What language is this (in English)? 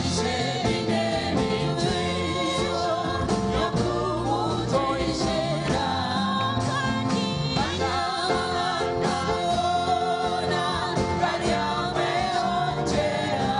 Nyankole